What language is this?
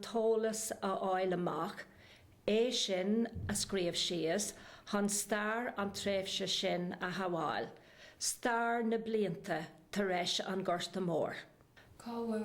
Irish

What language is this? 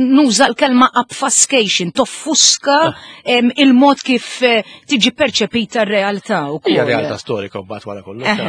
Maltese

